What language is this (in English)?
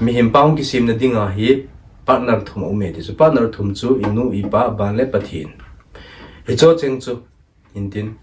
Thado Chin